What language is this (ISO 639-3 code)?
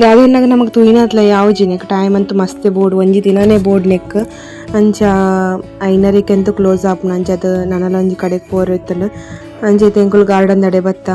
tcy